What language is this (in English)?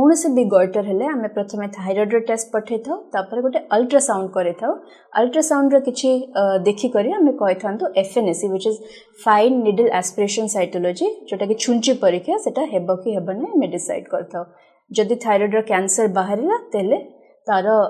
Odia